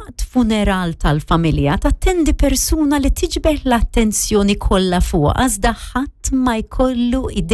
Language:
Maltese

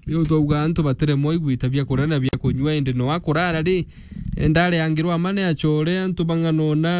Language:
Meru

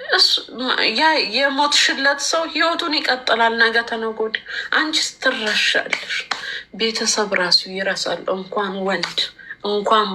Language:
Amharic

